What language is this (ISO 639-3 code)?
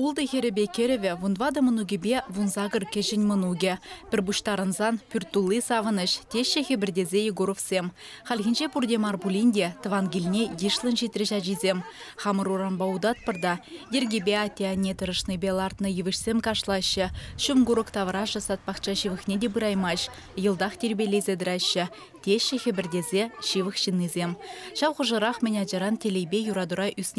chv